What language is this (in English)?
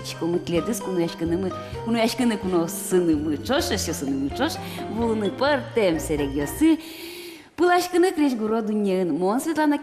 Udmurt